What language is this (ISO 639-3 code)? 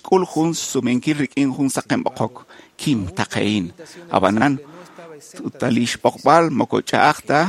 kek